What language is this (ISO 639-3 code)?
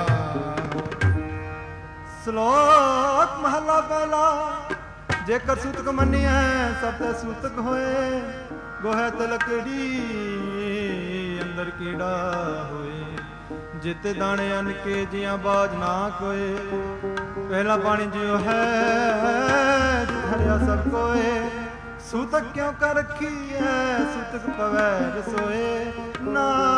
pan